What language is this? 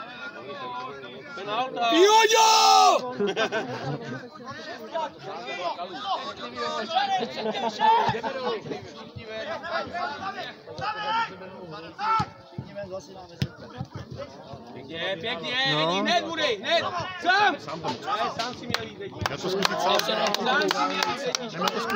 Czech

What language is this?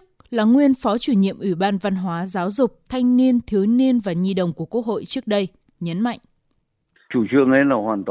Vietnamese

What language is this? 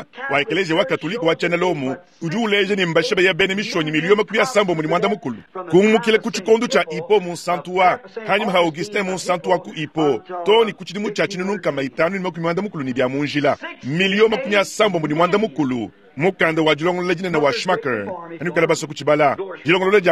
Luba-Lulua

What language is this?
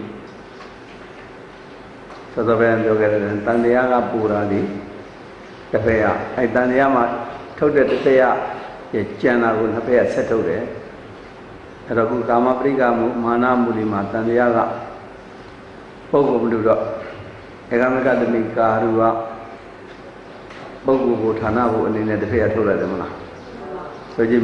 Burmese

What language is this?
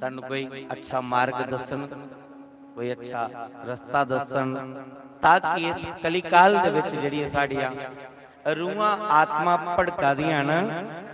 Dogri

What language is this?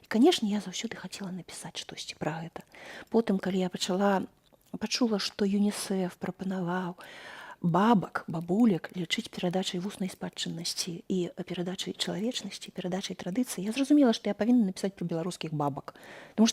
Belarusian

